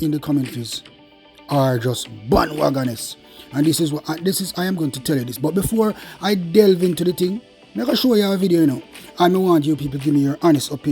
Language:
Jamaican Creole English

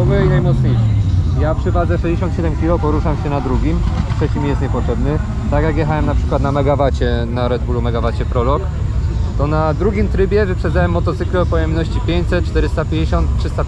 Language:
Polish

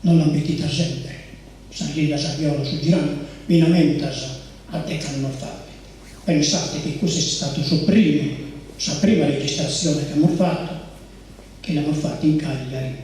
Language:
Sardinian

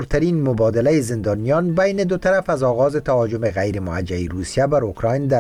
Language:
Persian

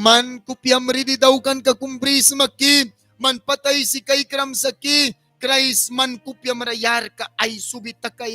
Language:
Mískito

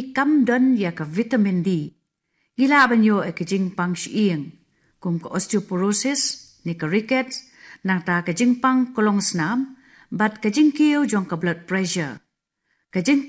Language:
Khasi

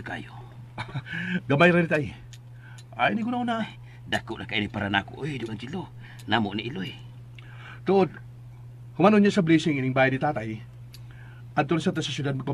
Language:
Cebuano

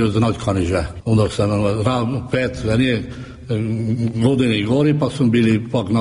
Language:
Croatian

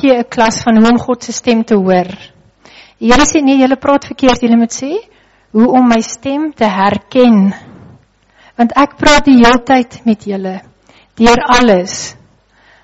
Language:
Afrikaans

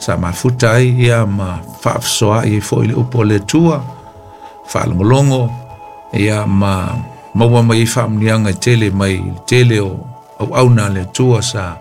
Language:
Samoan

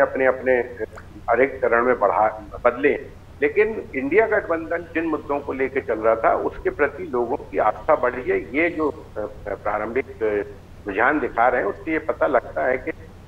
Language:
Hindi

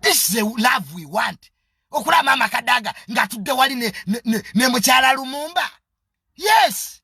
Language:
Ganda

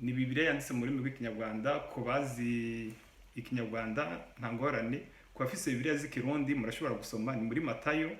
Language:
Rundi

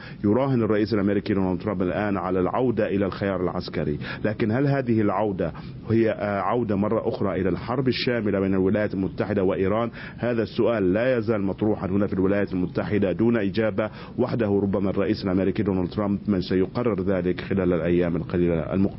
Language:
Arabic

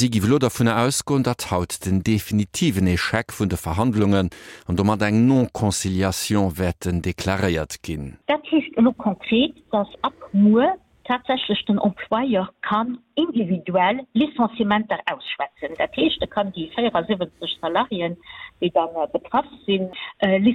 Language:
Luxembourgish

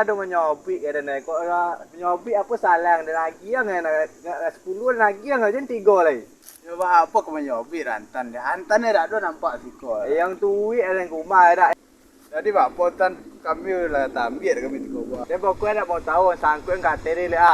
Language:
Minangkabau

